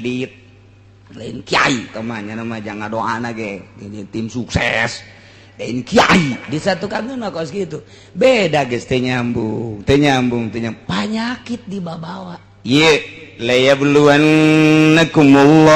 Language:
Sundanese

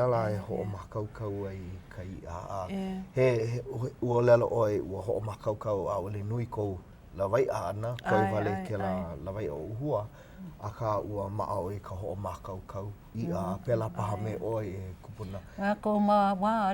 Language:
Hawaiian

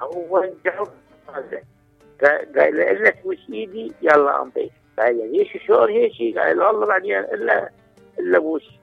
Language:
Mesopotamian Arabic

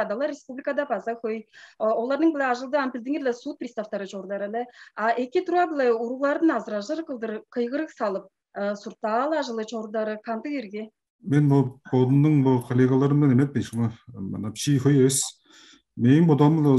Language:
Tuvinian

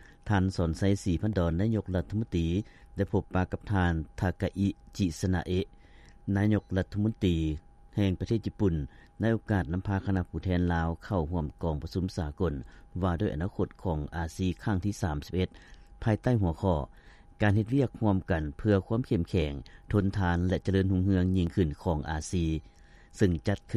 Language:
Lao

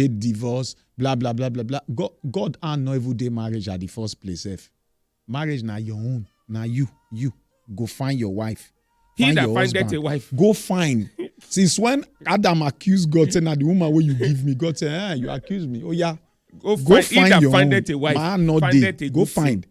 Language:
Nigerian Pidgin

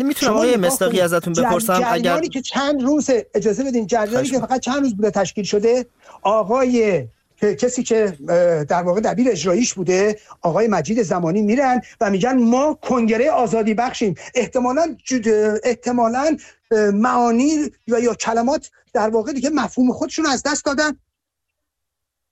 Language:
Persian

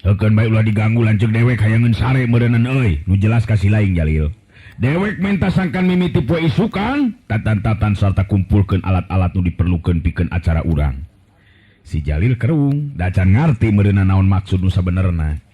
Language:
Sundanese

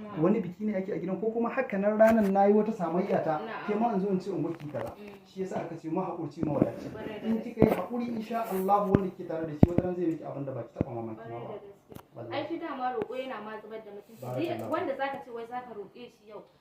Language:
Hausa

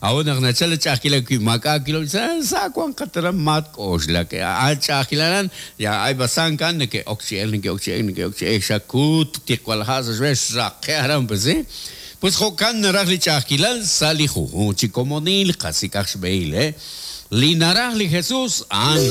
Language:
Kekchí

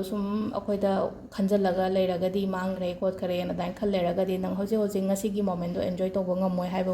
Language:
Manipuri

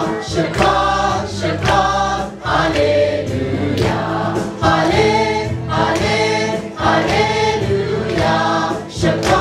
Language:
Kachin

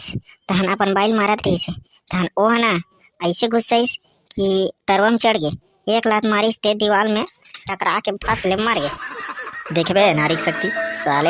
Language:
Chhattisgarhi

